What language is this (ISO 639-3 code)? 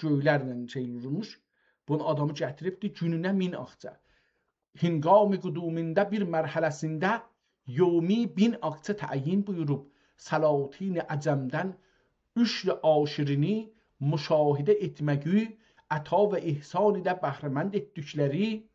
azb